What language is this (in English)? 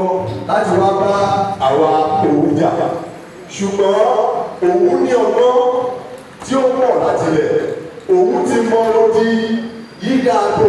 Yoruba